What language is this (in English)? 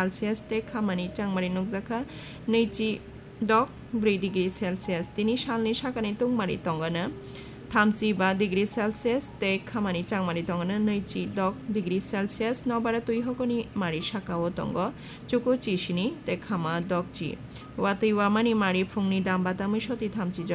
Kok Borok